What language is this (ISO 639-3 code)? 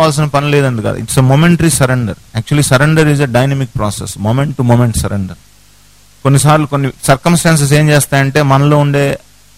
tel